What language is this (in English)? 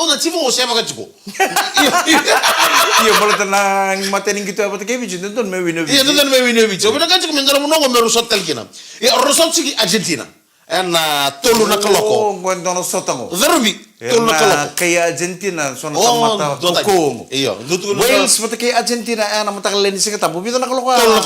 Fijian